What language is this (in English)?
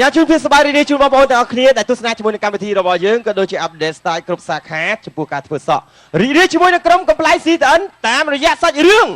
Khmer